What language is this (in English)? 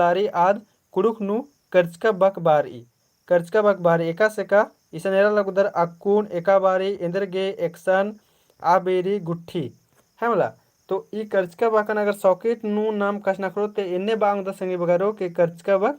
Kurukh